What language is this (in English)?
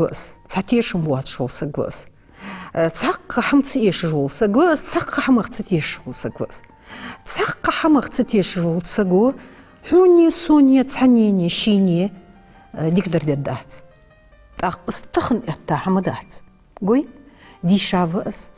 Ingush